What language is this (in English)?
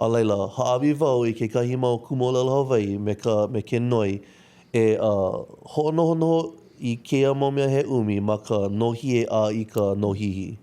Hawaiian